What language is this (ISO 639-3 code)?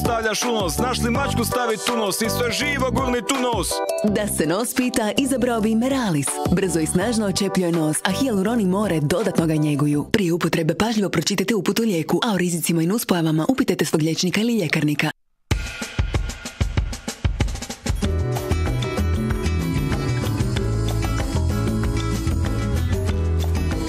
hrv